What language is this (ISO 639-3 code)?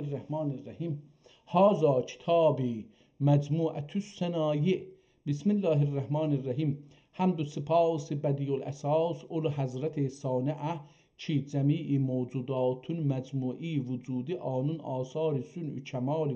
azb